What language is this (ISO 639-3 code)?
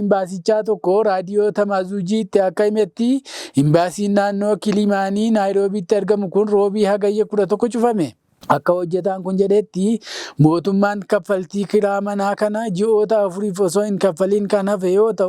orm